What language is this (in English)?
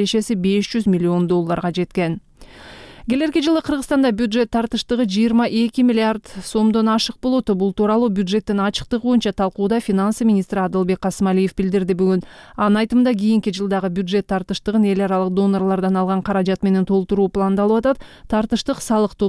Kyrgyz